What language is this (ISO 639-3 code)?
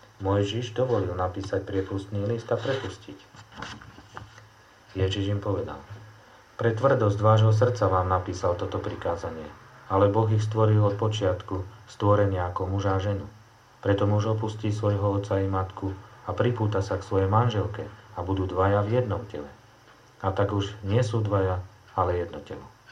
slk